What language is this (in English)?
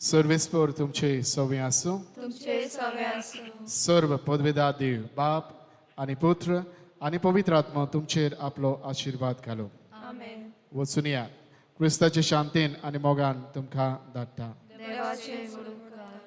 Konkani